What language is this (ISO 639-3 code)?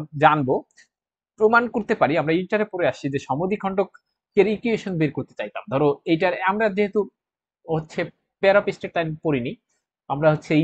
ben